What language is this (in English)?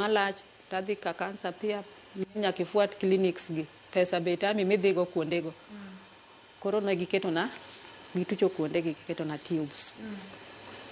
Luo (Kenya and Tanzania)